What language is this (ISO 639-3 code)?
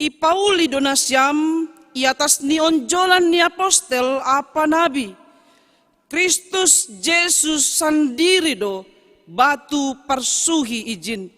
bts